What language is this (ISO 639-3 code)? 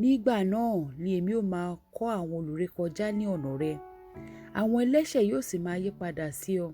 yor